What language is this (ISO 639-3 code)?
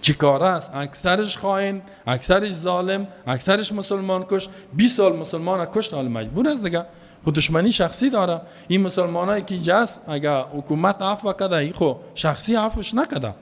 fas